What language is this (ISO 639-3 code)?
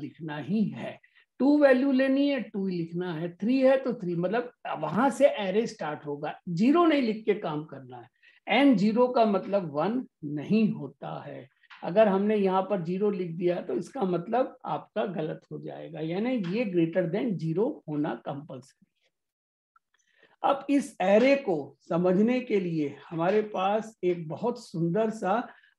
hin